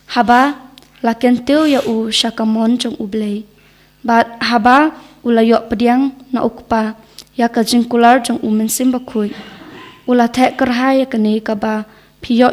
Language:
Khasi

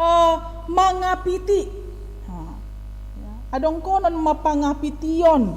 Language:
Batak Simalungun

